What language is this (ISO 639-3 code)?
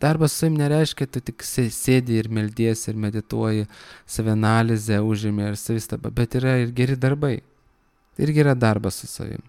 lit